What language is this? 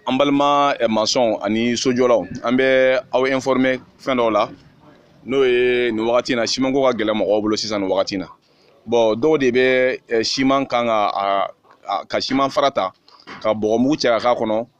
Bambara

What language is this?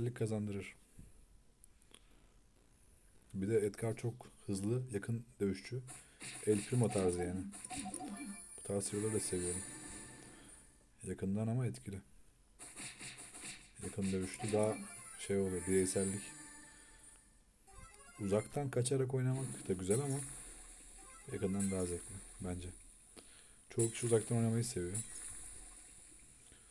Turkish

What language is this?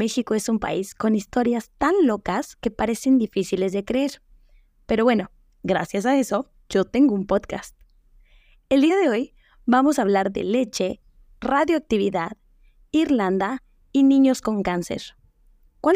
Spanish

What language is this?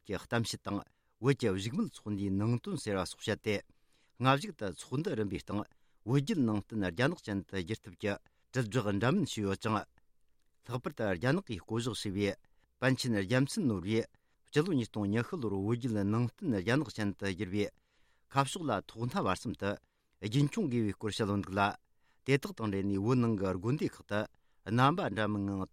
Tibetan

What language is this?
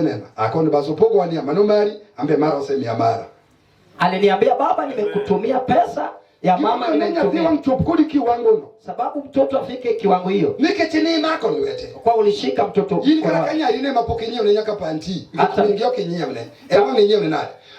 Luo (Kenya and Tanzania)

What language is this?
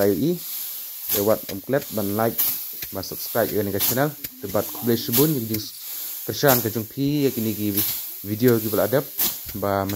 Khasi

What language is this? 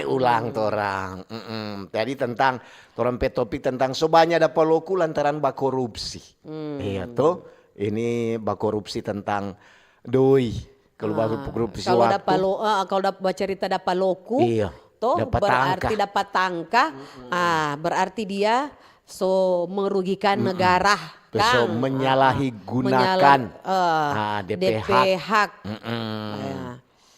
Manado Malay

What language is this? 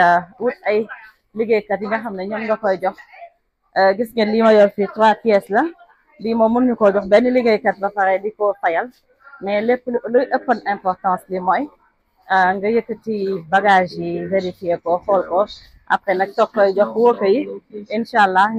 Wolof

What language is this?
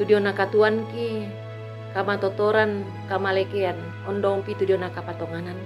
Toraja-Sa'dan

